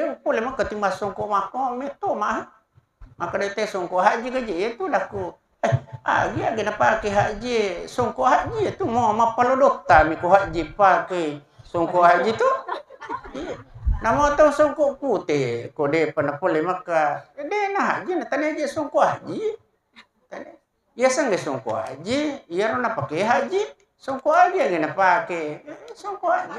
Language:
Buginese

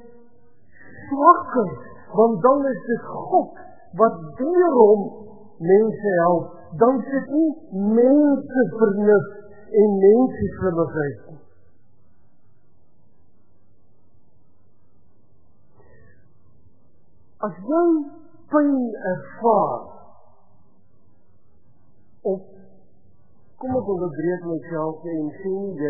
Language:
Afrikaans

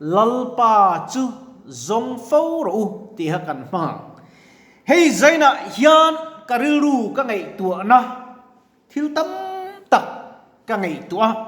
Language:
Mizo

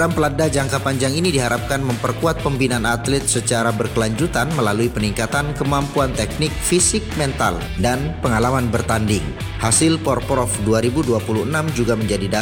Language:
Indonesian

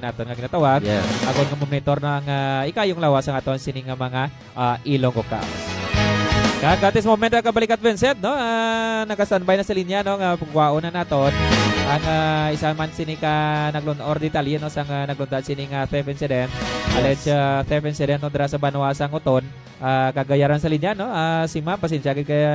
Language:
Hiligaynon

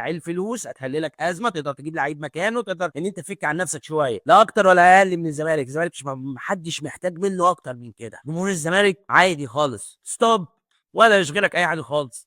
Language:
Egyptian Arabic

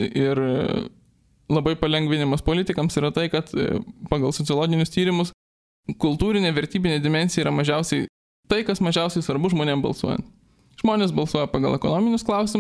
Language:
Lithuanian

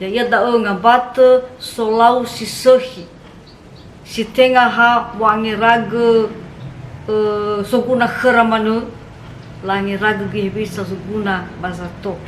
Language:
Nias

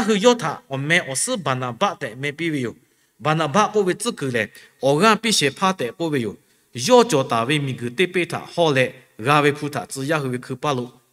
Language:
Lahu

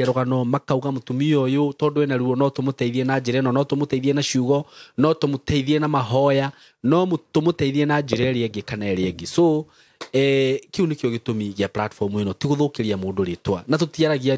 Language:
Kikuyu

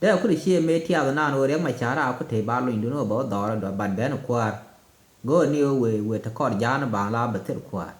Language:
Nuer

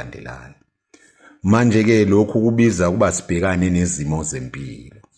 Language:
Zulu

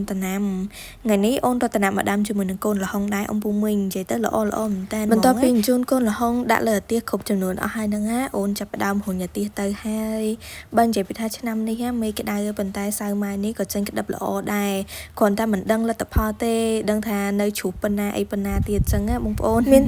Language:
Khmer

